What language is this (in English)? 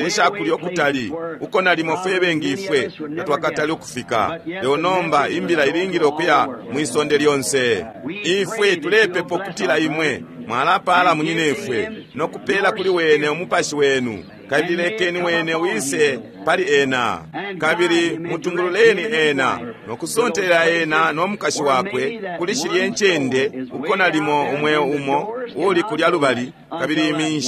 Bemba